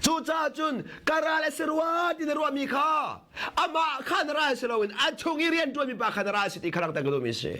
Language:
Hakha Chin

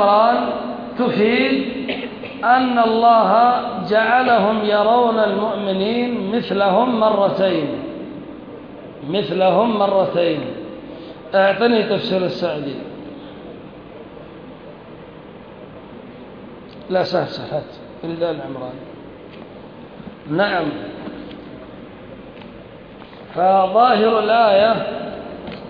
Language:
Arabic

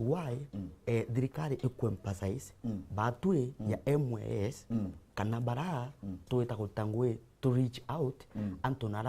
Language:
Meru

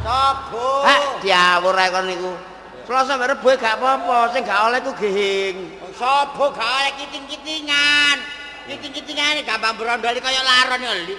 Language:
Javanese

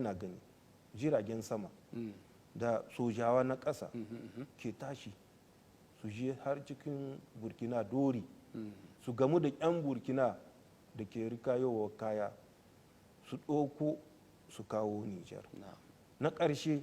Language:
Hausa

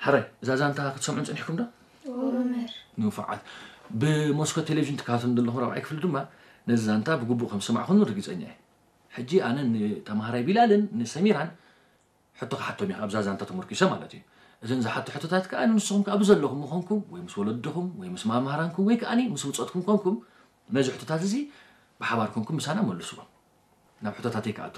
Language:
Tigrinya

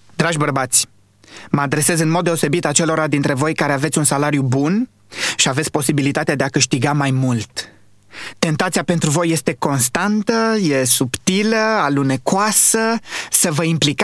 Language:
Romanian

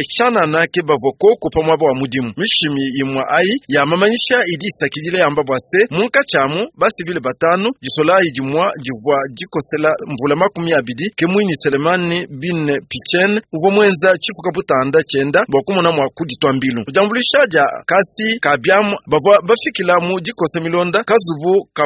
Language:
Luba-Lulua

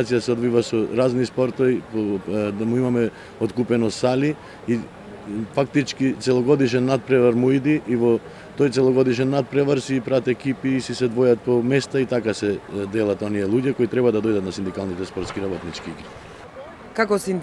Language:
Macedonian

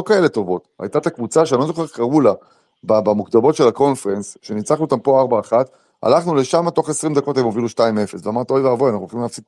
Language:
Hebrew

